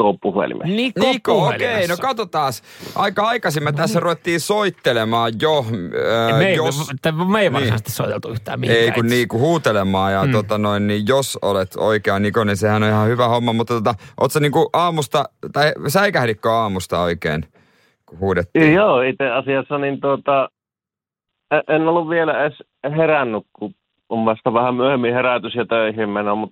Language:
Finnish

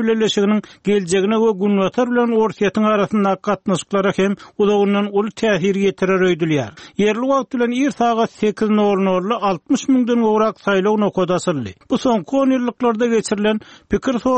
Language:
Turkmen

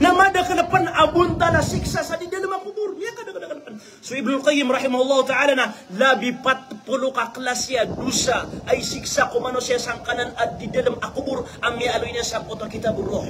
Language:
Maranao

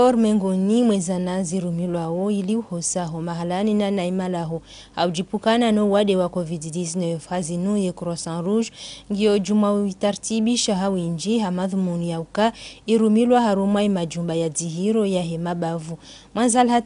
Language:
Ngazidja Comorian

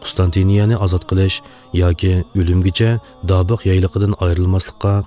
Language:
Uyghur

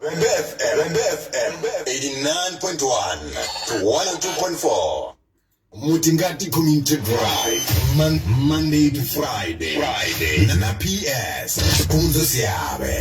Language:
Venda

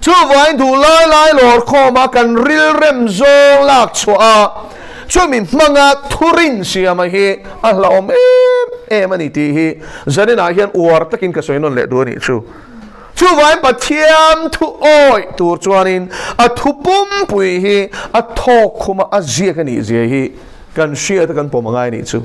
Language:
Mizo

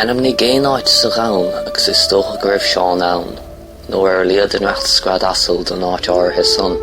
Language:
Irish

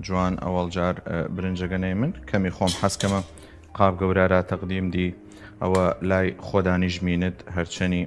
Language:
Southern Kurdish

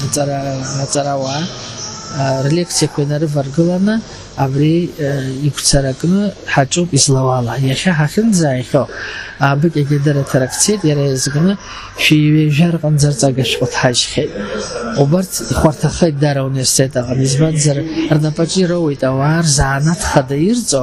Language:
Abkhazian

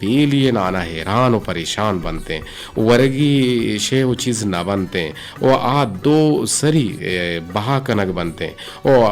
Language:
Eastern Balochi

